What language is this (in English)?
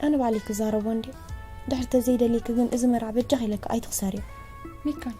Tigrinya